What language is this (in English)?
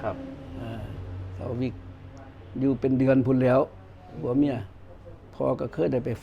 Northeastern Thai